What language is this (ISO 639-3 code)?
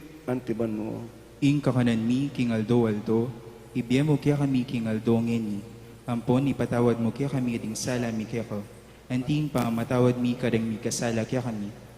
pam